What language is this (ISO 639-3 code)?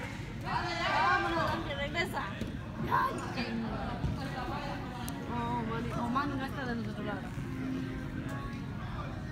eng